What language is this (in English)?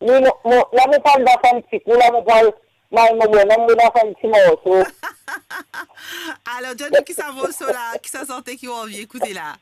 Morisyen